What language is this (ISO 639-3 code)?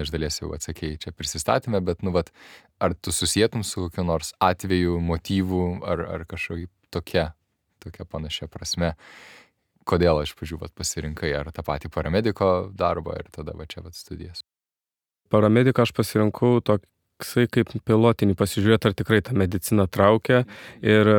lit